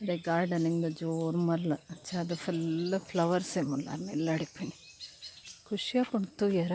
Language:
Tulu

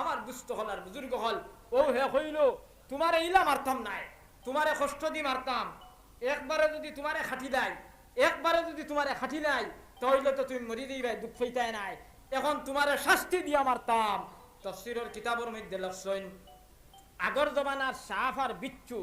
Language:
Sylheti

